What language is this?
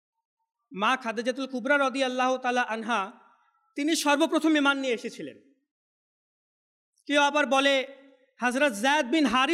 Bangla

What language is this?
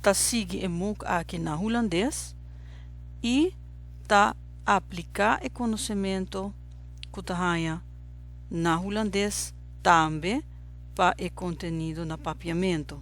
Papiamento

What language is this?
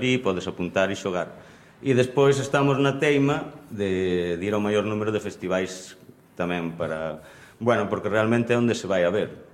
Galician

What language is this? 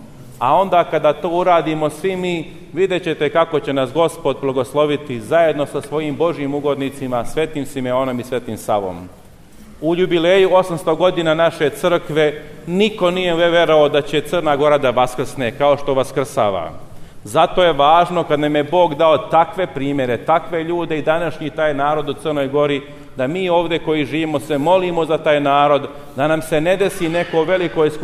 Serbian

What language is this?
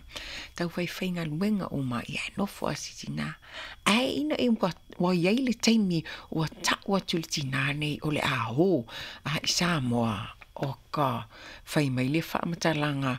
Samoan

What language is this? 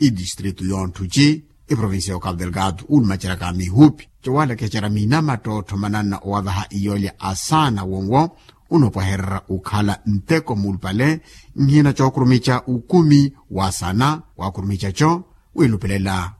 Makhuwa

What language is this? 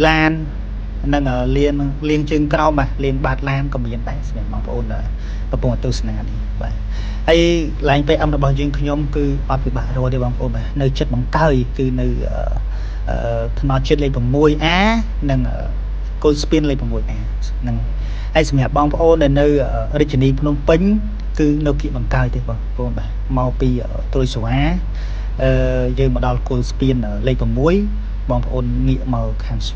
Khmer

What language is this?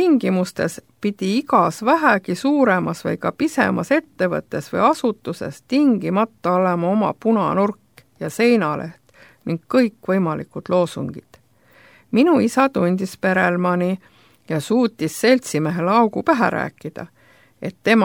Estonian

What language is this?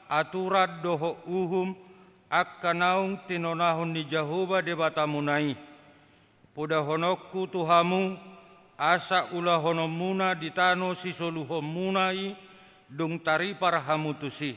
Batak Toba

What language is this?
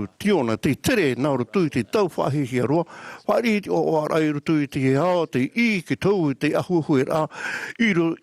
Tahitian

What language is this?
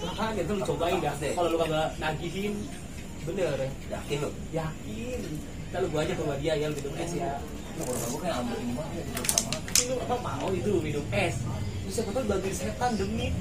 Betawi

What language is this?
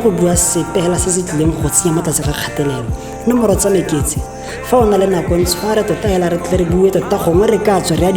Tswana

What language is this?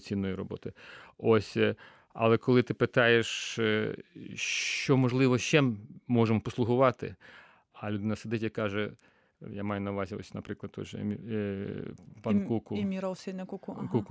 Ukrainian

